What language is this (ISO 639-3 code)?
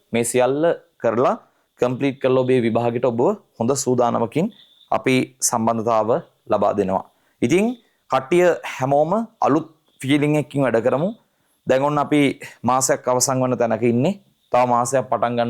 sin